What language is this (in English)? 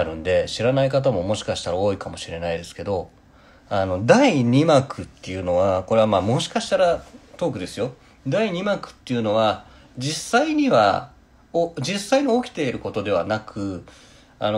Japanese